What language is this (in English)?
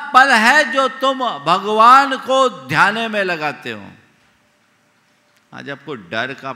Hindi